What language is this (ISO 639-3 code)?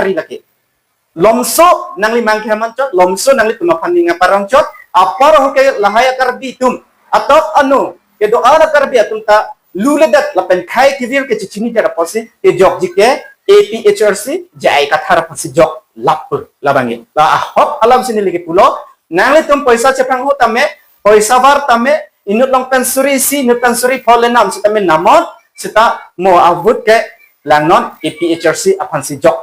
mjw